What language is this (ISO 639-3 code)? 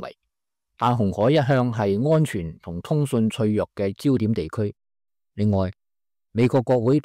yue